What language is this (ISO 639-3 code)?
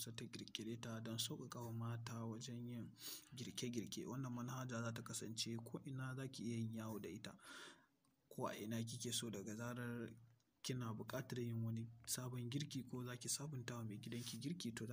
hau